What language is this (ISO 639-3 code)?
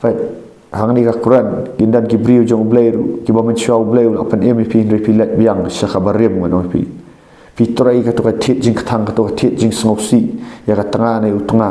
kha